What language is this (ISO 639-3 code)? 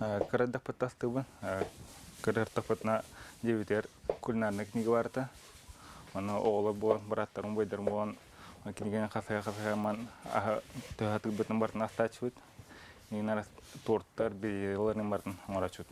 sah